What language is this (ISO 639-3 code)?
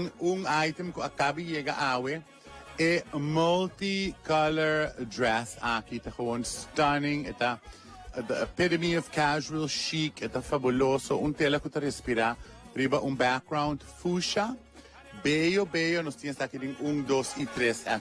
pap